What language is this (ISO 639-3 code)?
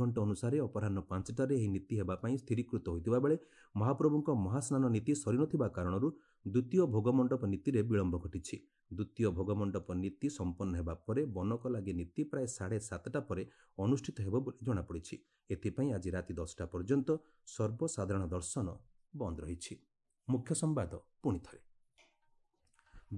ori